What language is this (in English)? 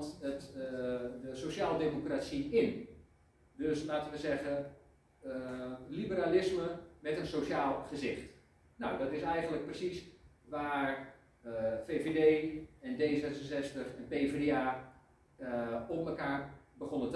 Dutch